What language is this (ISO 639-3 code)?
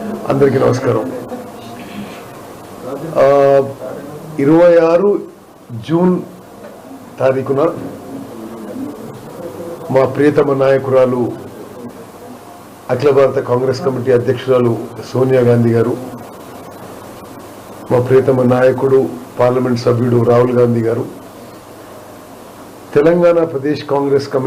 tel